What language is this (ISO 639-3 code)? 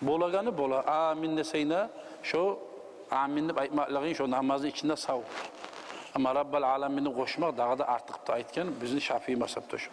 kum